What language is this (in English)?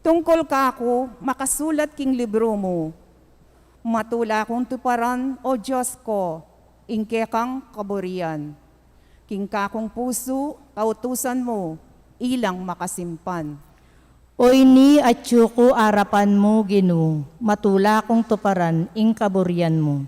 Pampanga